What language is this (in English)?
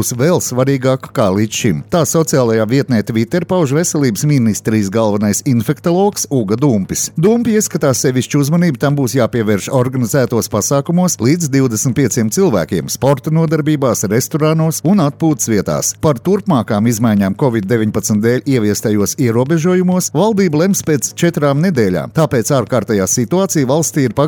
Latvian